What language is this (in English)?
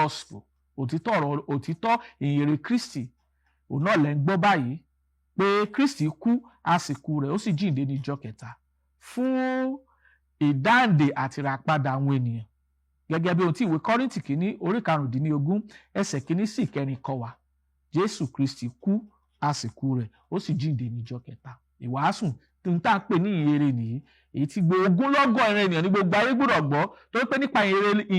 Yoruba